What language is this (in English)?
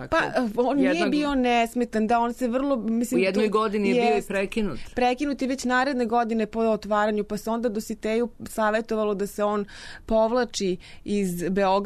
Serbian